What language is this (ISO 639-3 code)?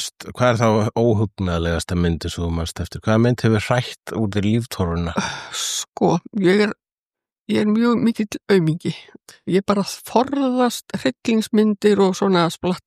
isl